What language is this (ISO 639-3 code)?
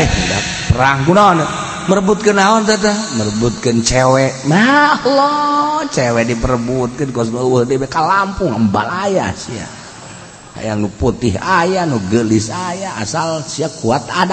sun